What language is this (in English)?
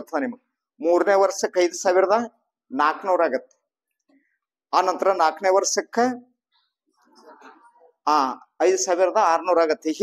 Kannada